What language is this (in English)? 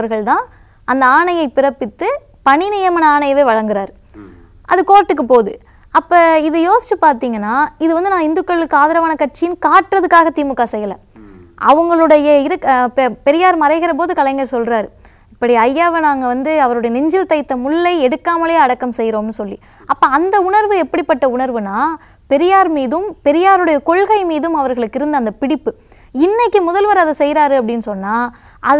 Tamil